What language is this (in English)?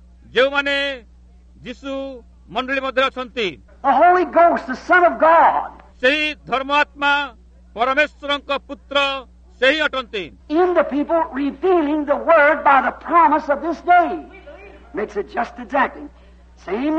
Odia